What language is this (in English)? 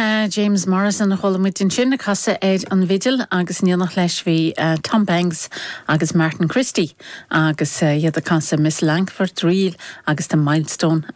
Irish